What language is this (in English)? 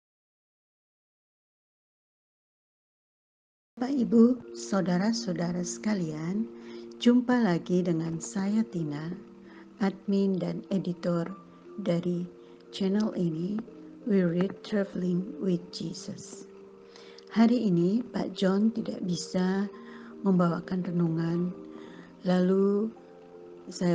Indonesian